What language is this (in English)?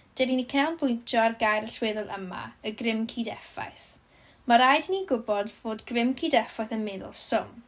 Welsh